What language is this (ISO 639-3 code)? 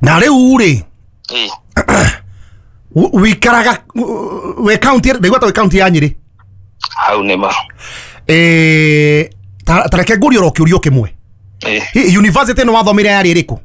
kik